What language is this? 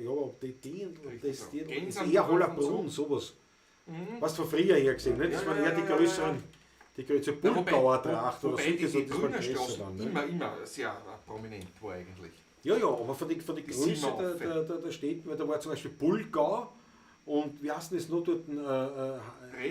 Bavarian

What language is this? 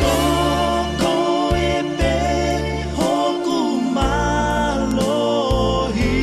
Tongan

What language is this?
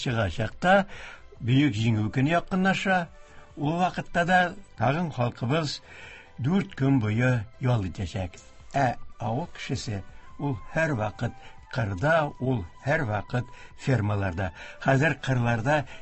Tatar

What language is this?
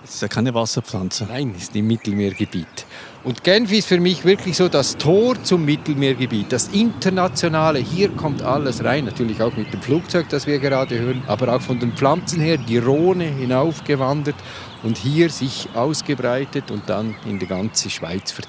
German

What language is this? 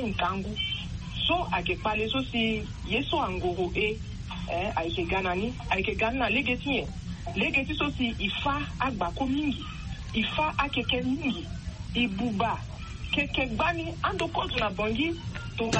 Sango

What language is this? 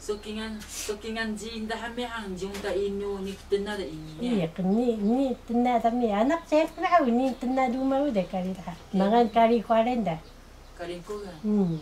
Taroko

